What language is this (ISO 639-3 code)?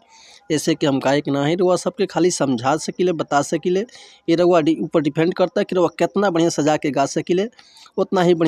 bho